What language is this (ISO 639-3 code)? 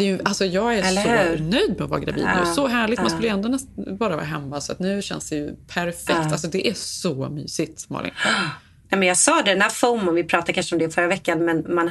swe